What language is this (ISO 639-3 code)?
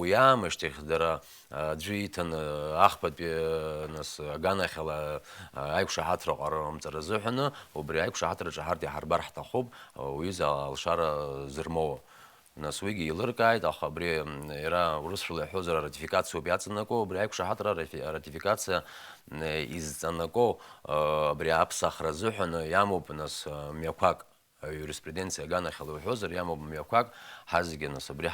abk